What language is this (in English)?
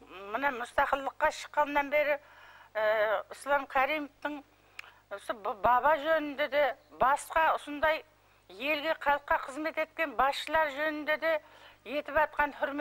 Kara-Kalpak